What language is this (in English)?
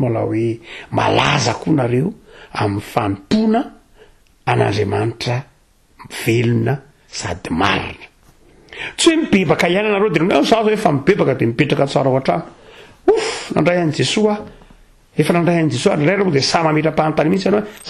Malagasy